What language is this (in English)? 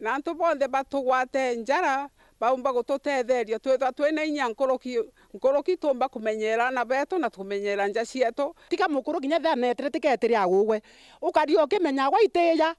Meru